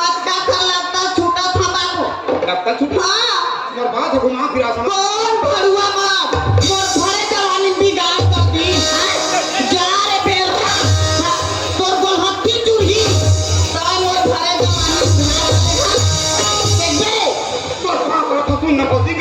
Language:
Chhattisgarhi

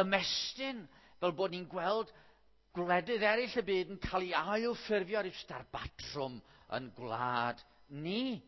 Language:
Welsh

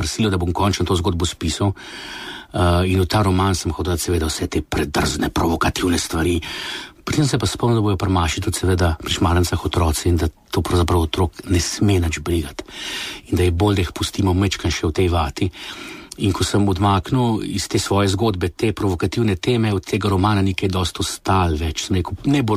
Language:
Slovenian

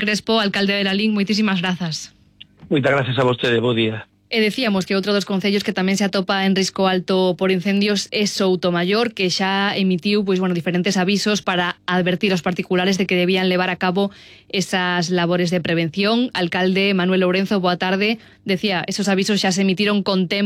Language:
Galician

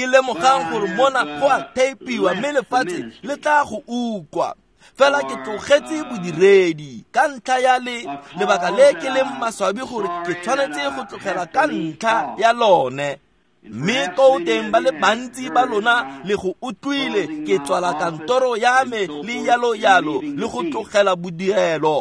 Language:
Tswana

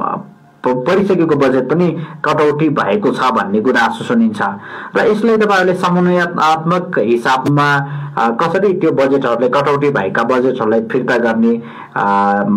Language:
Nepali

